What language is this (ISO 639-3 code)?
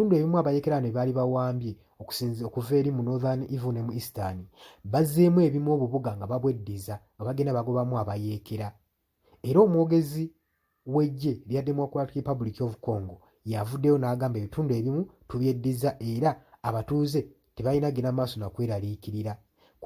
lug